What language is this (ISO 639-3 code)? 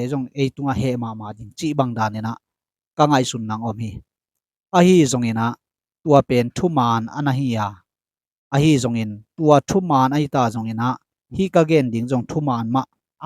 ctd